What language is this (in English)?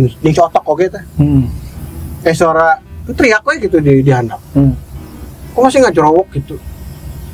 Sundanese